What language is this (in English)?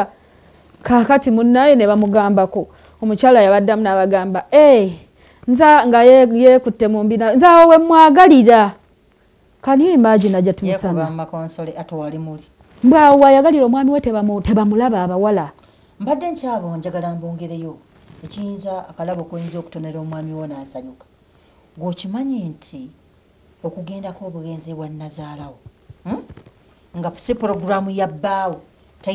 Ganda